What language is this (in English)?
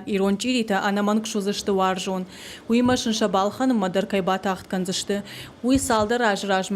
Ossetic